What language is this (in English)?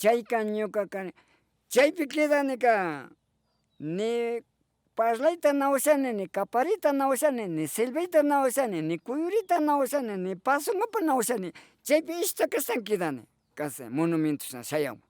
Imbabura Highland Quichua